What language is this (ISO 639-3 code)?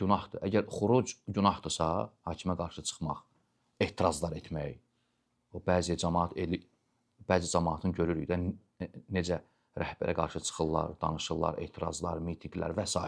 aze